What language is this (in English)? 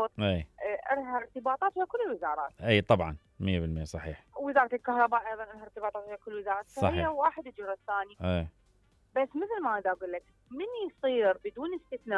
Mesopotamian Arabic